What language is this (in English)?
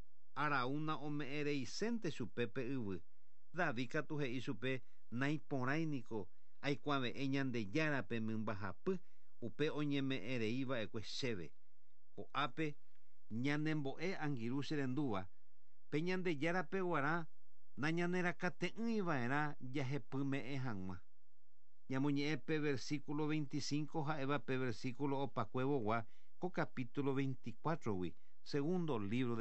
Guarani